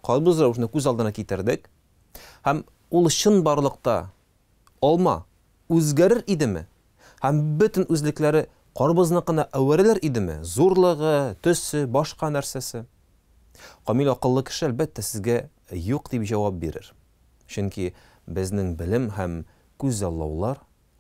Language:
Tatar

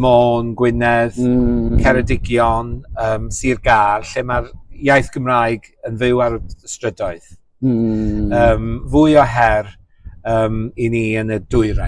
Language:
Welsh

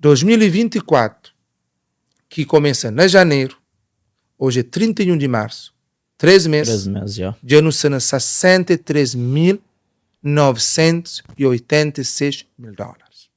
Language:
Kabuverdianu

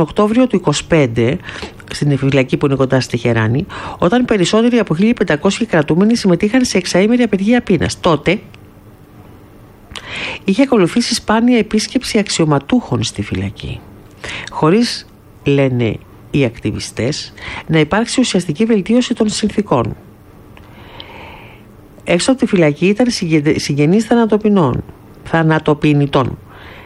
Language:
Greek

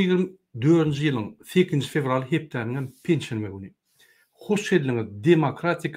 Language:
Turkmen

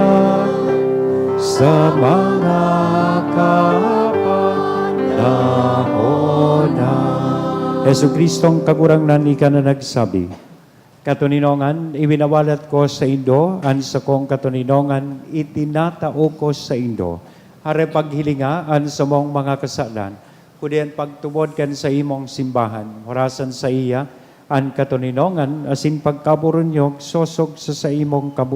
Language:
Bikol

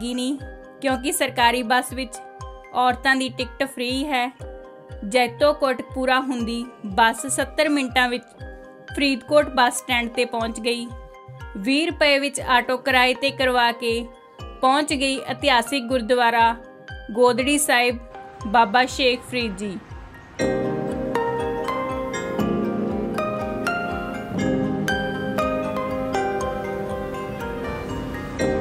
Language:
Punjabi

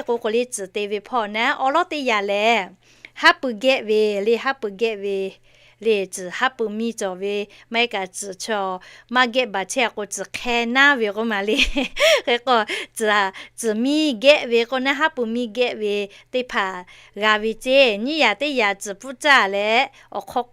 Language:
Lahu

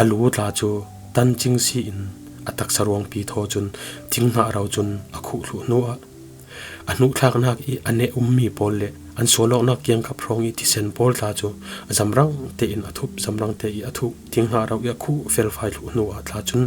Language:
Falam Chin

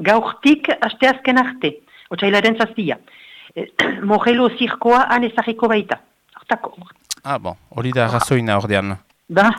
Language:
Basque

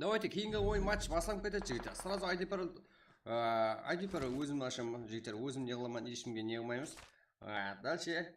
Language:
Kara-Kalpak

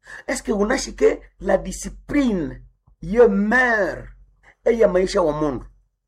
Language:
Nande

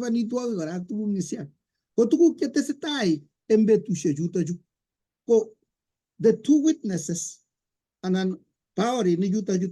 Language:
Kalenjin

